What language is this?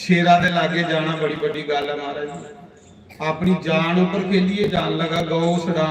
Dogri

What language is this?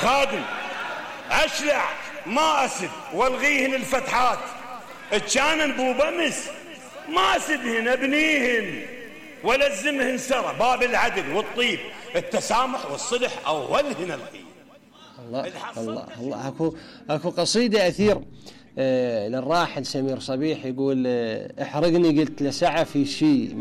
Mesopotamian Arabic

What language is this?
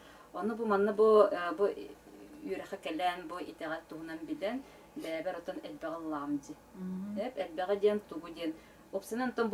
Yakut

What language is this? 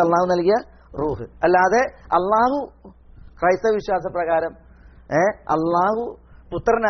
Malayalam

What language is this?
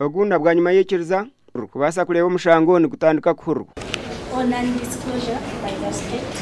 Nyankole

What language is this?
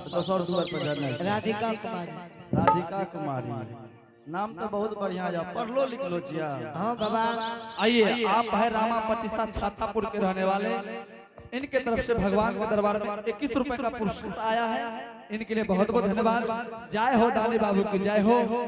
Angika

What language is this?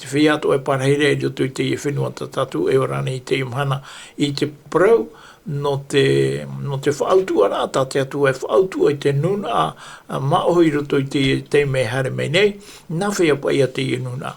Tahitian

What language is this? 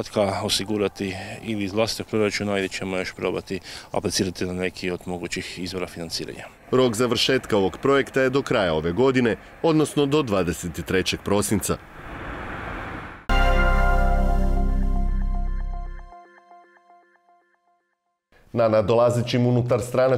Croatian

